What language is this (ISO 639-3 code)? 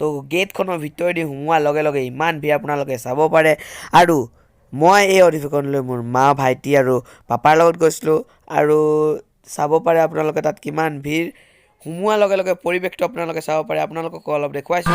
asm